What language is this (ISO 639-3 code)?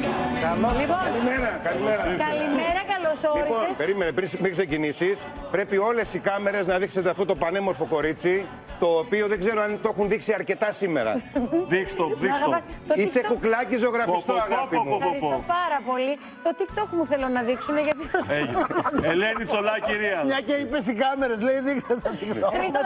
ell